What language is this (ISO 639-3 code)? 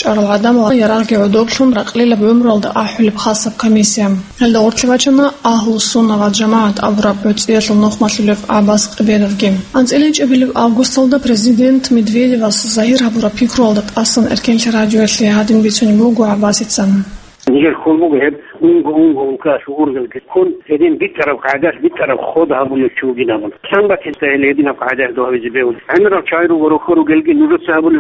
ava